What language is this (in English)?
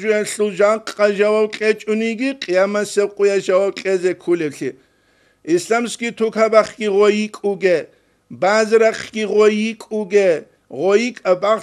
Avaric